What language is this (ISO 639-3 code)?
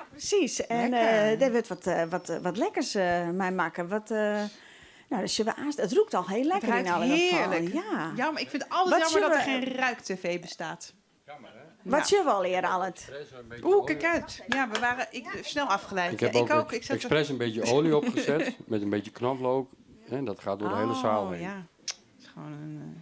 fry